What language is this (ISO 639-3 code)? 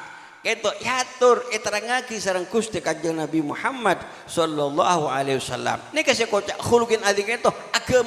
mad